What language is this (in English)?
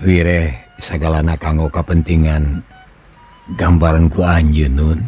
Sundanese